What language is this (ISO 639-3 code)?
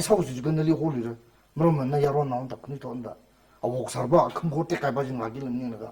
nmf